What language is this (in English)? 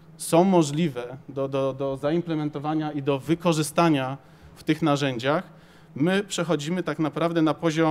Polish